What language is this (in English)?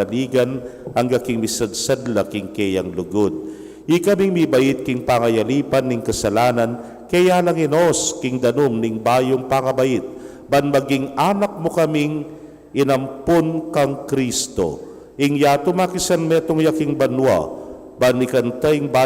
Pampanga